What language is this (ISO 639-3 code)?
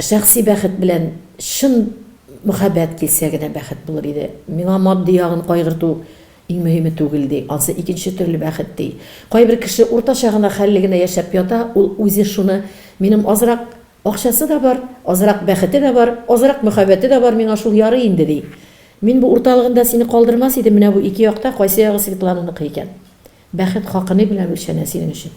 tat